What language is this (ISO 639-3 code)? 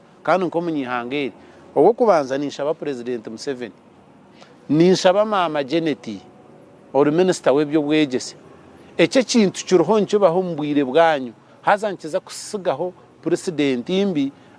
nyn